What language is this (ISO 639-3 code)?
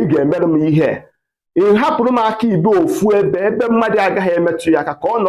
ibo